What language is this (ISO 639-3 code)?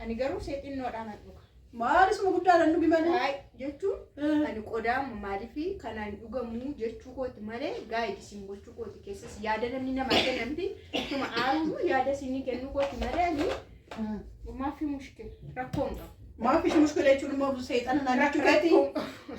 orm